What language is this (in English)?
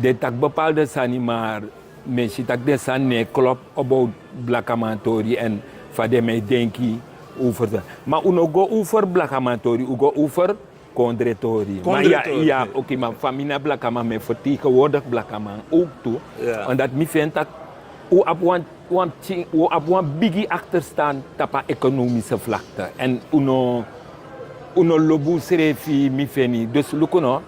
Sranan Tongo